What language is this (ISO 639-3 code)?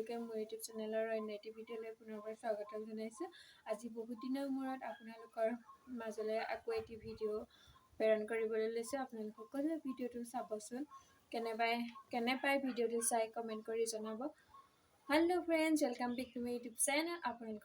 asm